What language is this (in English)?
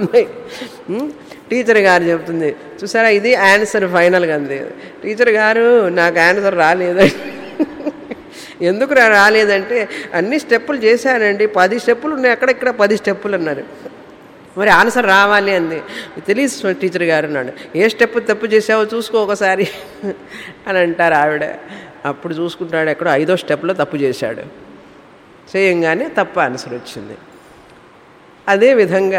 Telugu